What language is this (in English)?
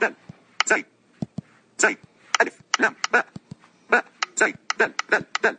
Najdi Arabic